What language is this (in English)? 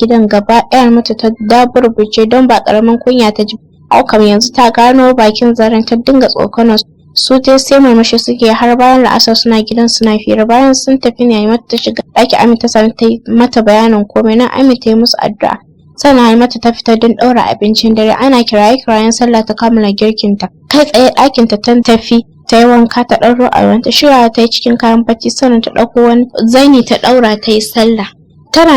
Hausa